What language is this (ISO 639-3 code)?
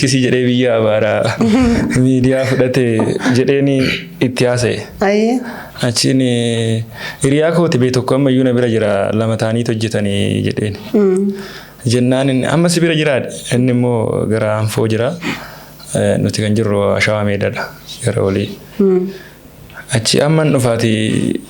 orm